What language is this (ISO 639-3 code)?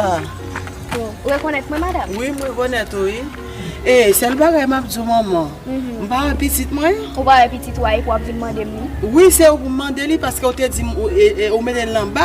hat